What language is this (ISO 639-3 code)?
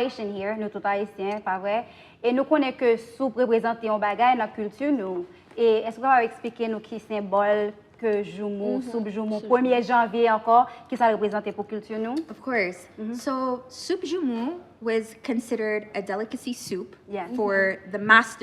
hat